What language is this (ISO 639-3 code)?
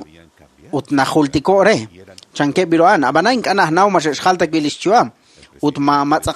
kek